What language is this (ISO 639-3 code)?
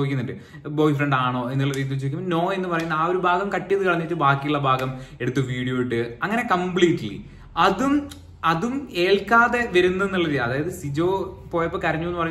mal